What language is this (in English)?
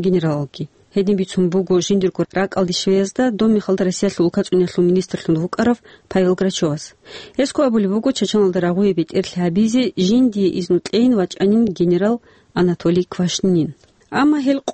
Avaric